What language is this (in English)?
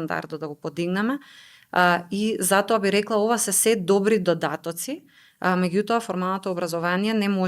Macedonian